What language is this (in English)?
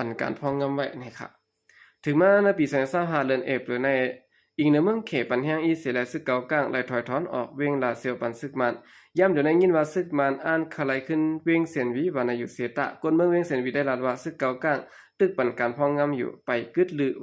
Shan